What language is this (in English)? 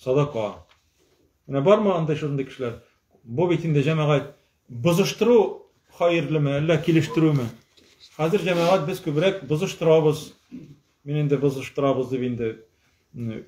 Tatar